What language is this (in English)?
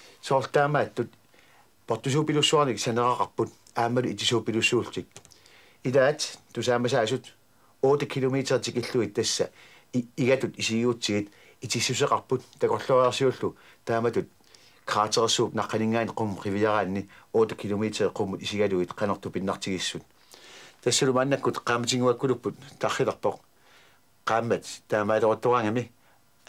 Kalaallisut